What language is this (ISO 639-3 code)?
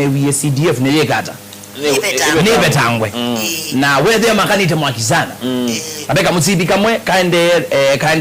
kam